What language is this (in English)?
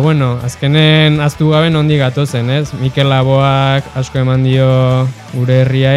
Basque